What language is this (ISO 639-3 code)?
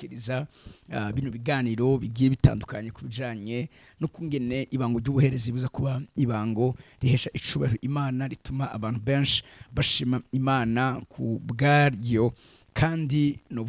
run